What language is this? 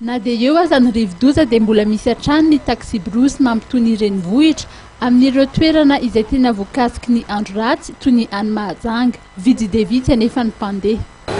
Malagasy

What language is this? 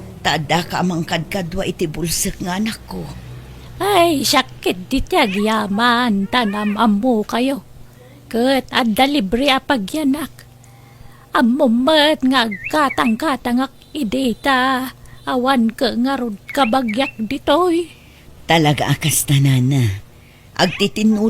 Iloko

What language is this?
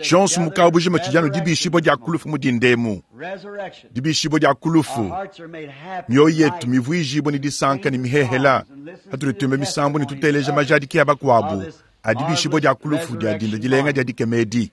Luba-Lulua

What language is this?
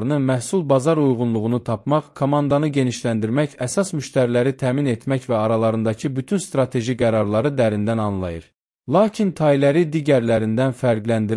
Azerbaijani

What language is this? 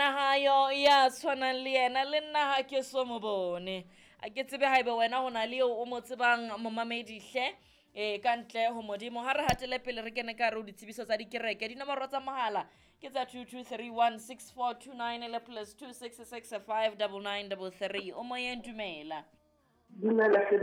Southern Sotho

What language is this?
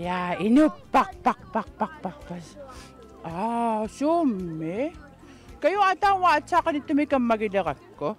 Kalaallisut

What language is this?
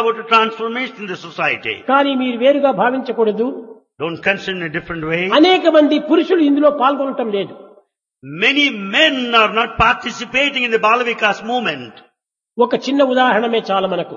Telugu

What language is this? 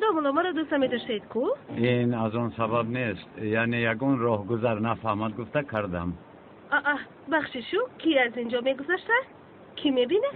Tajik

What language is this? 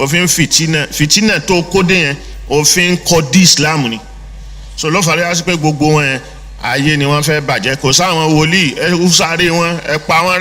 Yoruba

